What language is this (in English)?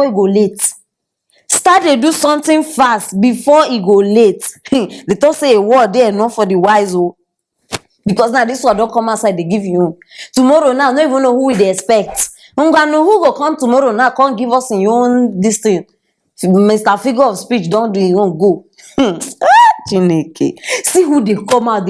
Nigerian Pidgin